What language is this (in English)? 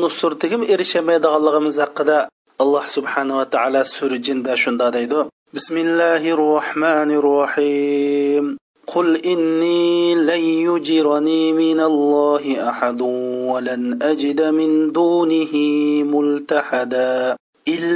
Uyghur